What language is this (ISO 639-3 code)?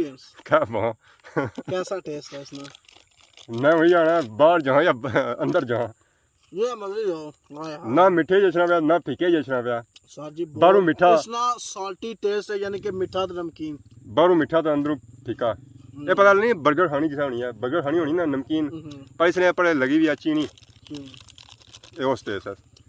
phr